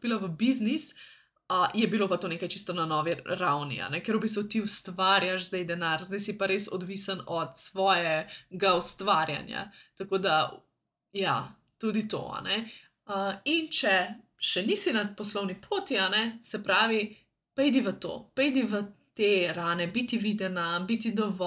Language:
Slovenian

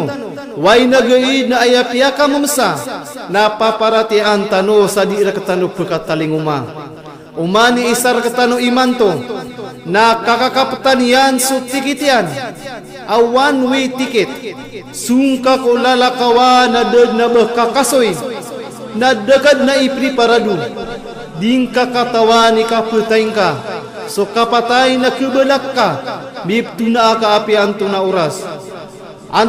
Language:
Maranao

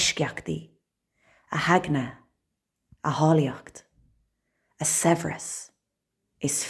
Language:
Irish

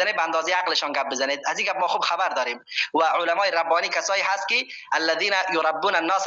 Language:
Persian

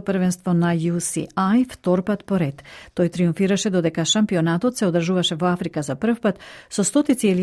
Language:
Macedonian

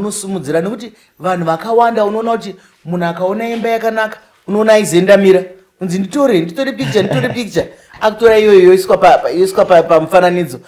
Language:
Shona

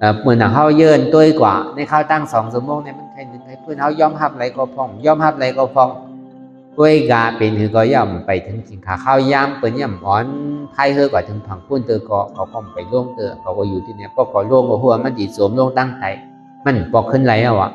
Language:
Shan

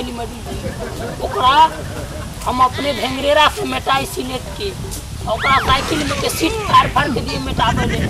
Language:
Maithili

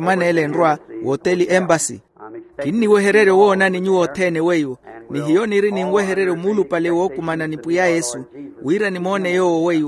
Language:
Makhuwa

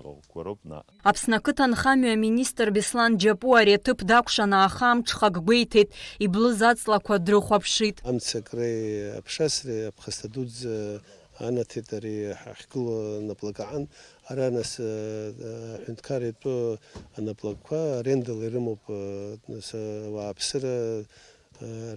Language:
Abkhazian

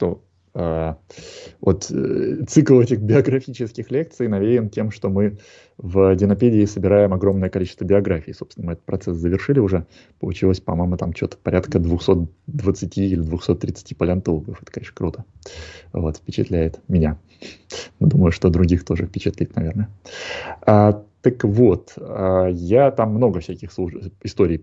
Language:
Russian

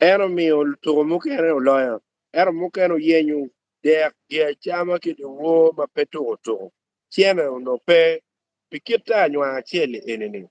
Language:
Acoli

